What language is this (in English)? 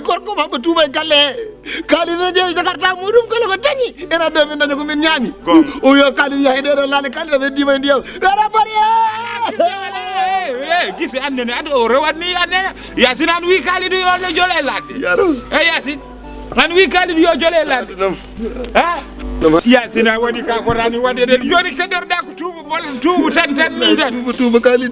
Fula